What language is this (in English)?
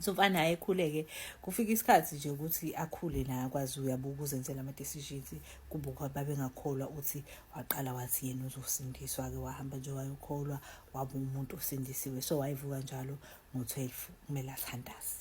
Zulu